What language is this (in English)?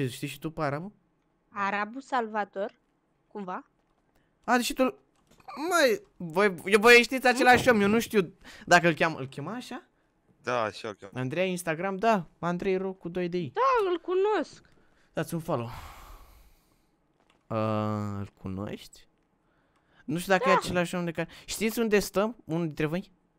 Romanian